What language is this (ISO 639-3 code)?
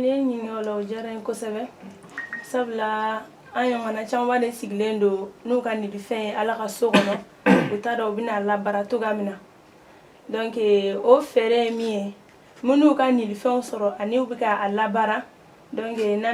bam